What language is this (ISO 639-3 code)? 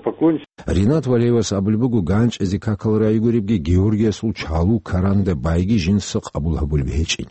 ava